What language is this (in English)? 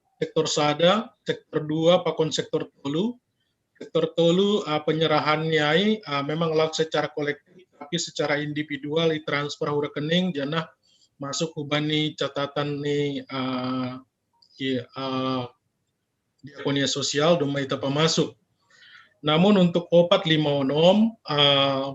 Batak Simalungun